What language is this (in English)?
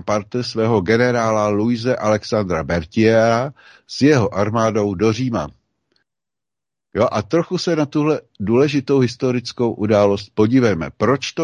Czech